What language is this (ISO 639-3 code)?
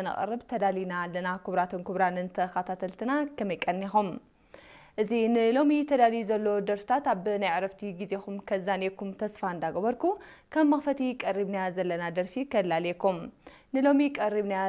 tir